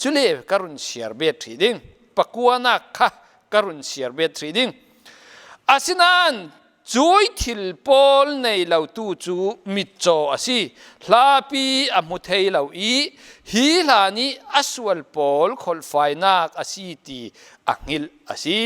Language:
Falam Chin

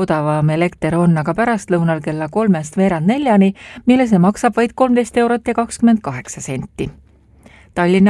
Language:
Estonian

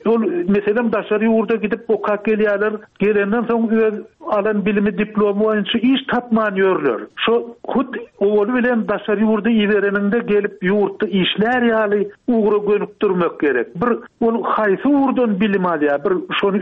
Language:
Turkmen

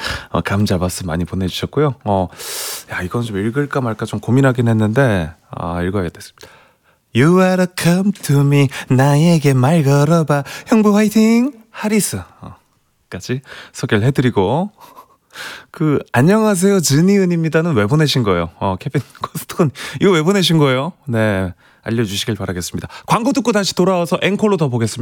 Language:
Korean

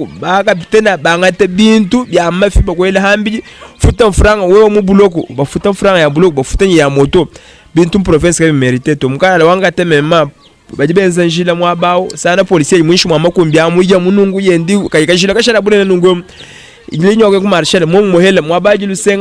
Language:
Luba-Lulua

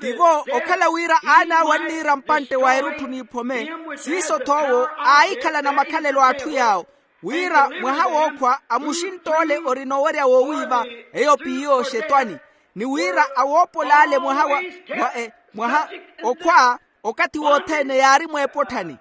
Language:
Makhuwa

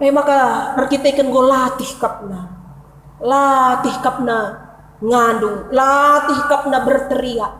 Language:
Batak Karo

